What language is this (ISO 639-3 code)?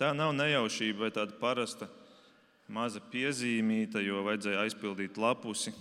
lav